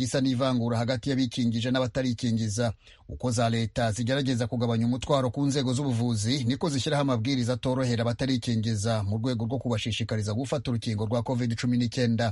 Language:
Kinyarwanda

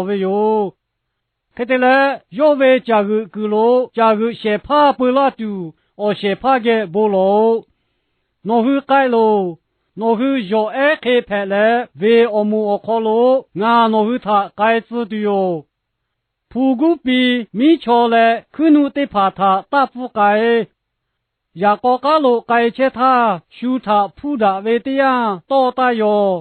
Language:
Lahu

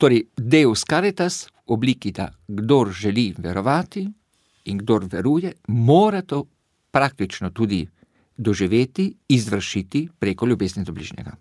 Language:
Slovenian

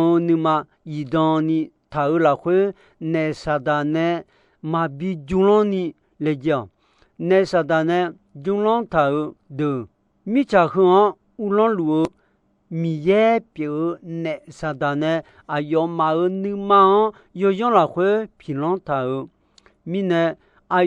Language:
Akha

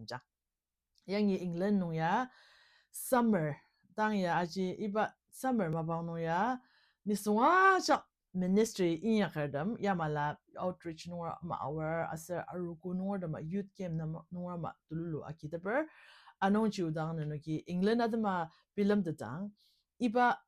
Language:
Ao Naga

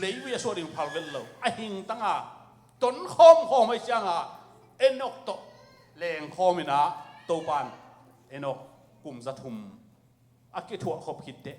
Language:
Tedim Chin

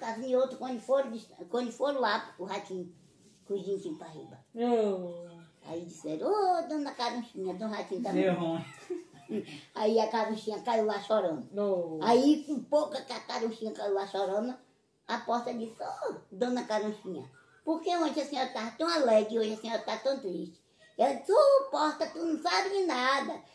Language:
Portuguese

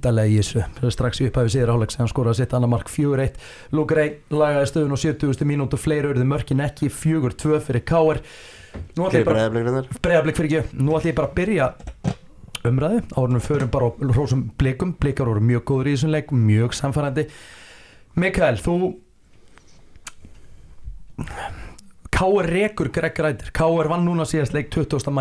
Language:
Icelandic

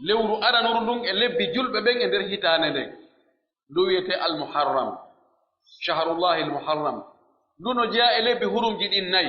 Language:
Pular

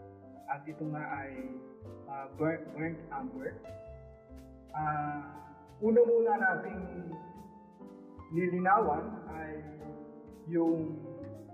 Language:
Filipino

